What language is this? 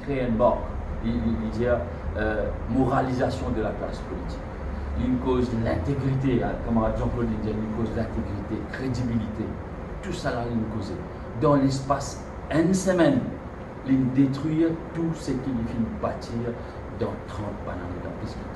Morisyen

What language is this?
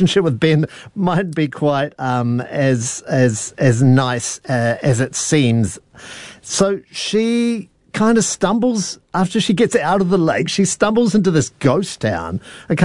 English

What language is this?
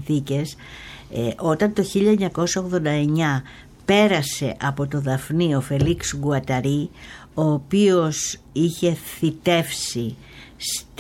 Greek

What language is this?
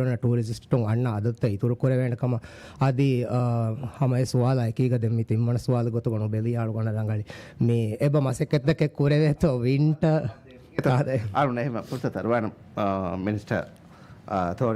Divehi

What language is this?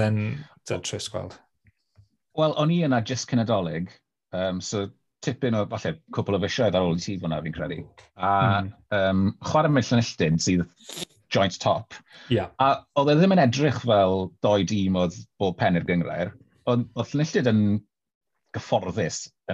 Welsh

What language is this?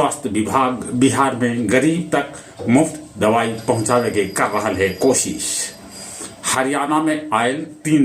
Magahi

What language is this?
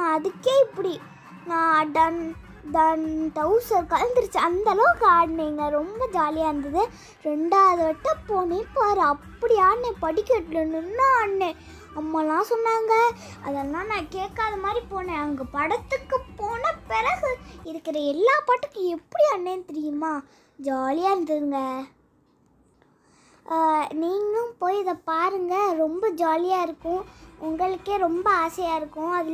Tamil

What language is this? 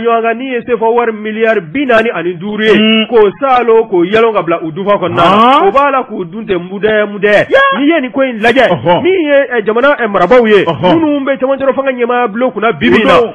Bambara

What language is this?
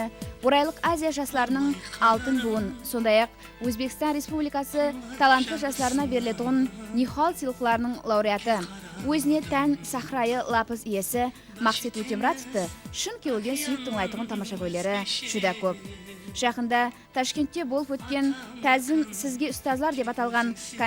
Kara-Kalpak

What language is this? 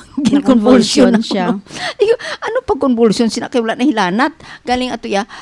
Hiligaynon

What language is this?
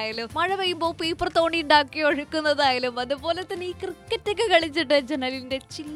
Malayalam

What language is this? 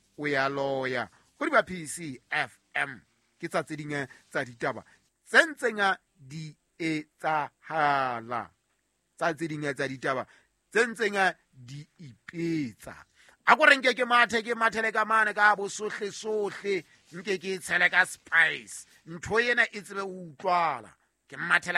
Southern Sotho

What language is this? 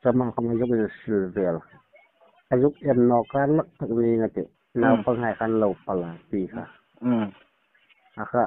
Hmar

